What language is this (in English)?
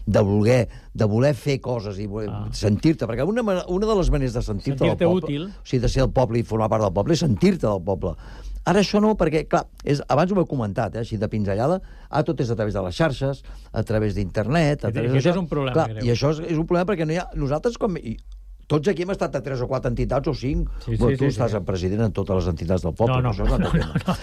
Catalan